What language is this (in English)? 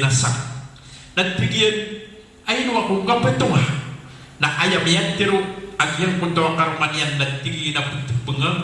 Maranao